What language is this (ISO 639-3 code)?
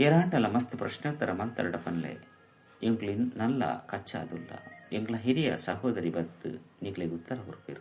tcy